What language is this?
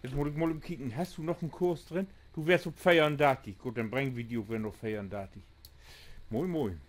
Low German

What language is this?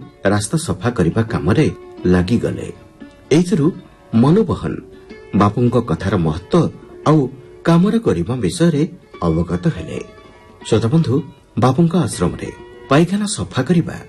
Odia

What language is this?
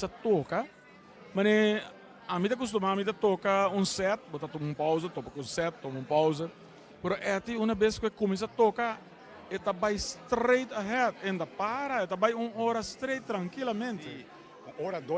Papiamento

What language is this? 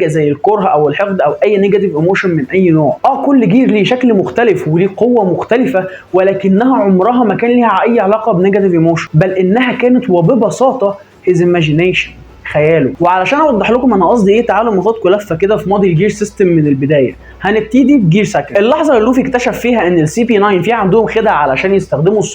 Egyptian Arabic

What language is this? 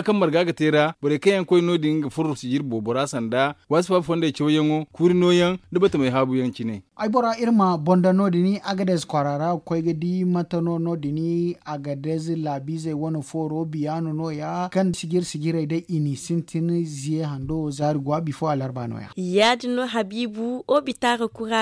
Zarma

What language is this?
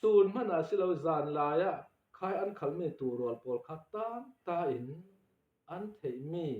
Falam Chin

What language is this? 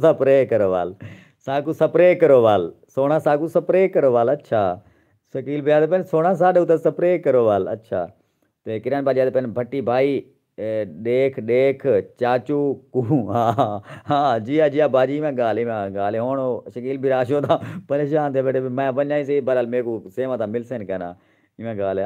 Saraiki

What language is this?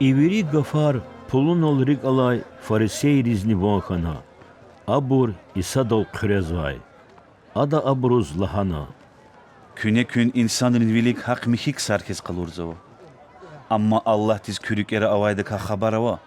Lezghian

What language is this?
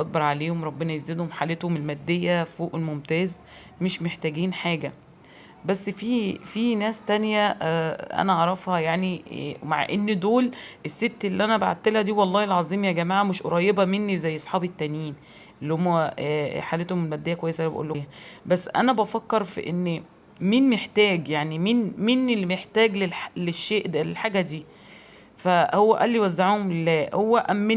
Egyptian Arabic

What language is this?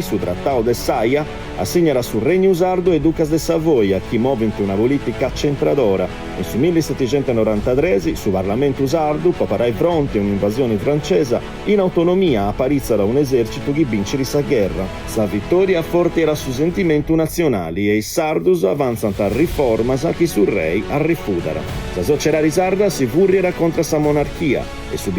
Sardinian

